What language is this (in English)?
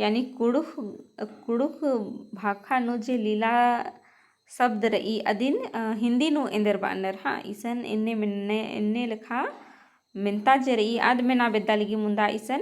Kurukh